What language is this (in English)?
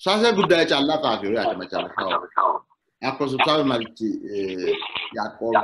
Sidamo